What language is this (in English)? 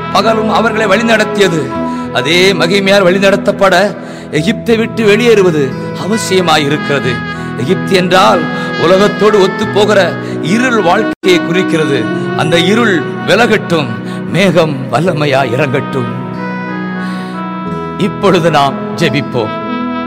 Tamil